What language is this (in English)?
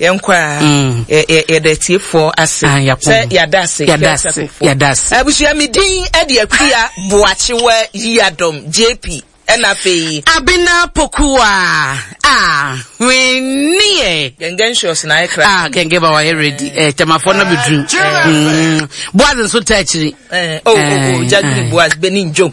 Akan